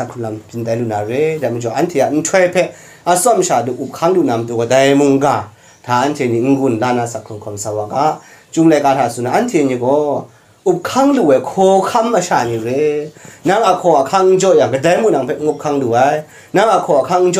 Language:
Kachin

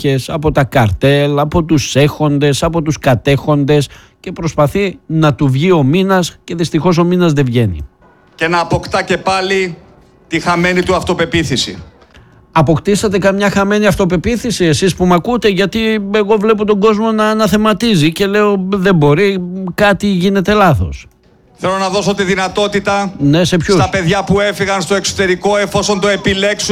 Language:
Greek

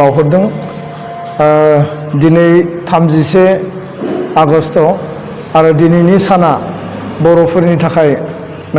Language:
Bodo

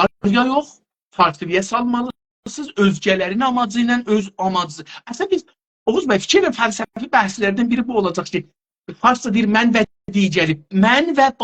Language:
South Azerbaijani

